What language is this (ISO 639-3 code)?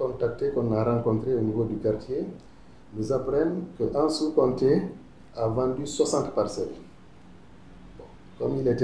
fra